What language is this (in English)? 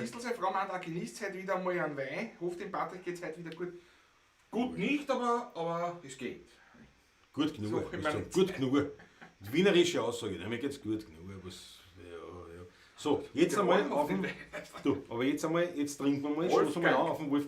Bavarian